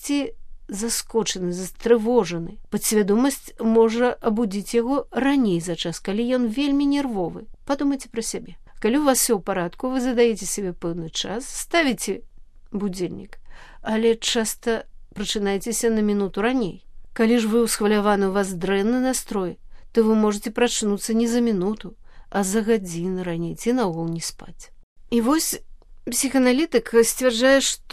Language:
Belarusian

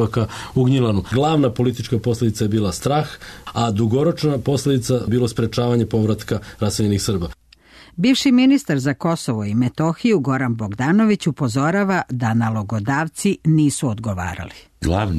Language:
Serbian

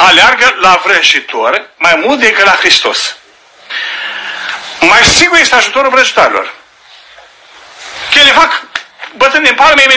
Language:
Romanian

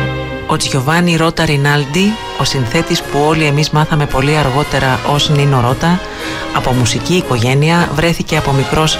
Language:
Greek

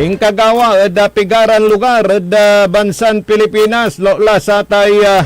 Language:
Pangasinan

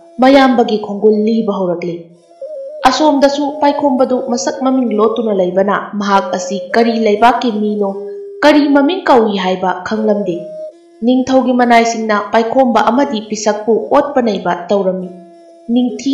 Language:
Manipuri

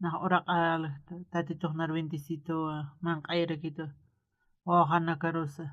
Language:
Aymara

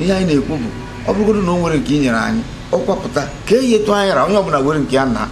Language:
Igbo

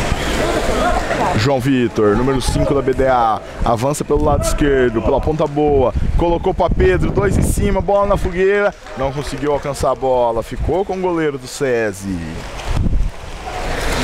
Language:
Portuguese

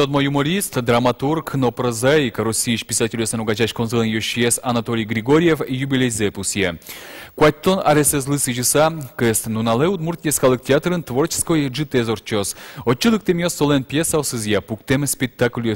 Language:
Udmurt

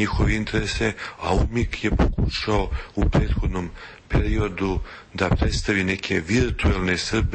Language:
Serbian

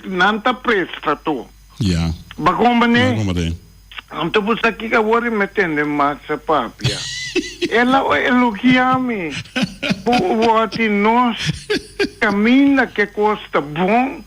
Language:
Papiamento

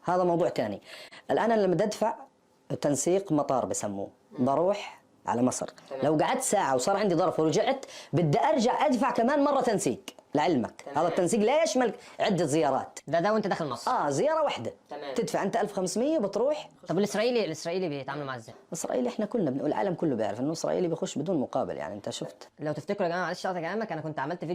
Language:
Egyptian Arabic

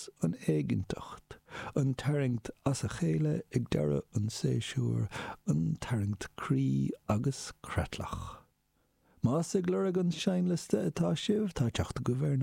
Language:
Irish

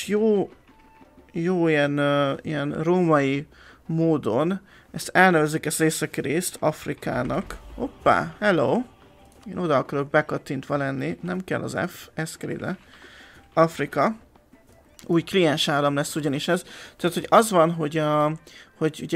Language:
Hungarian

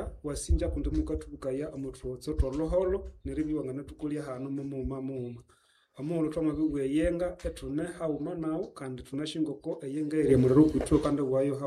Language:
Nande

